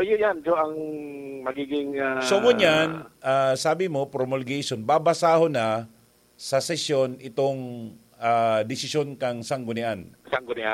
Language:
Bikol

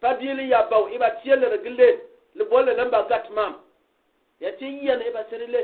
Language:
Gourmanchéma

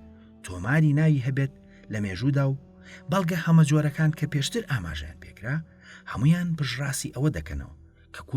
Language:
Central Kurdish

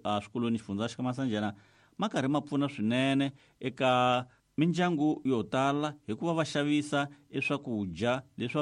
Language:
Tsonga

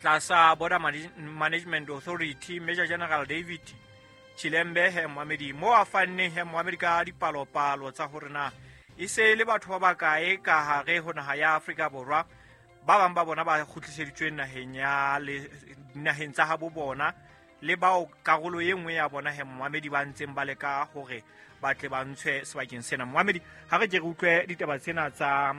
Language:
Southern Sotho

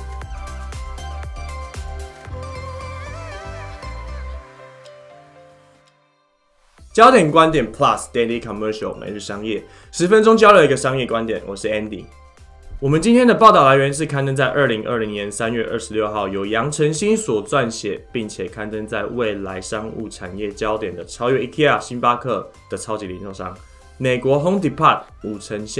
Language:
Chinese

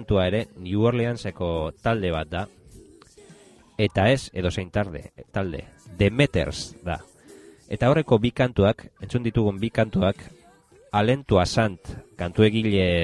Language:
Basque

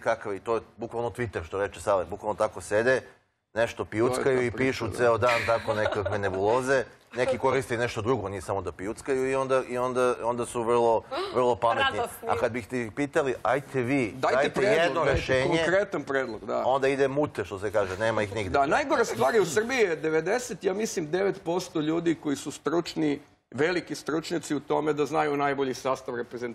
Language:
Serbian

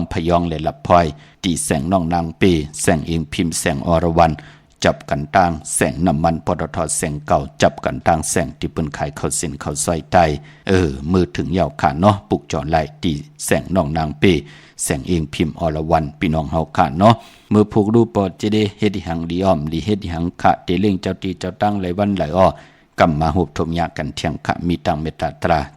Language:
Shan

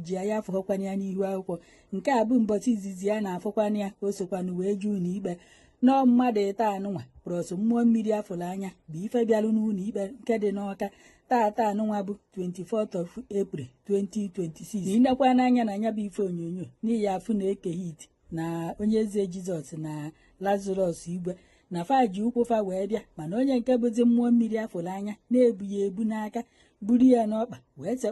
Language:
Igbo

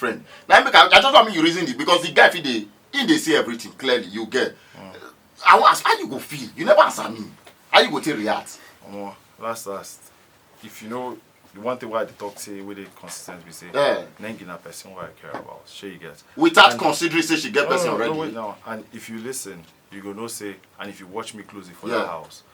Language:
Nigerian Pidgin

